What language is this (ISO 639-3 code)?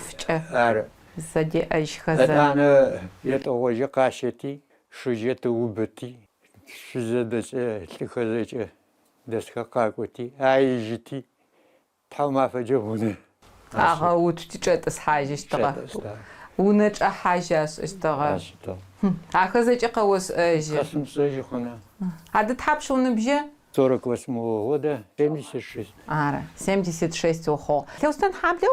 ady